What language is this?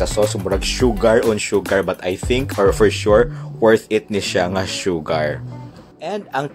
Cebuano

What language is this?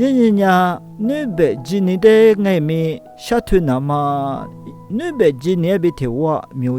Lisu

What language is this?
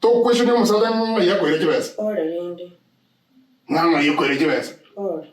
Gusii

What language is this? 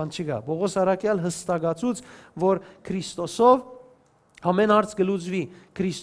Western Armenian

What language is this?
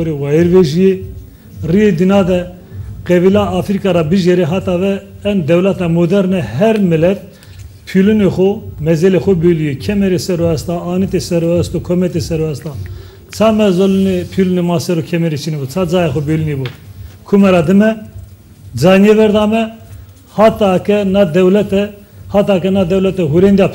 Zaza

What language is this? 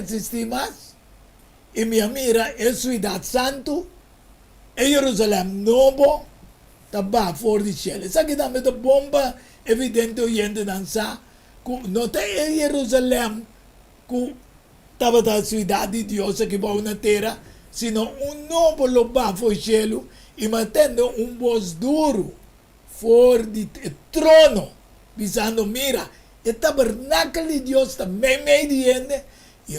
Papiamento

